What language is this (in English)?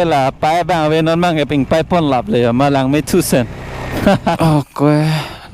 Karbi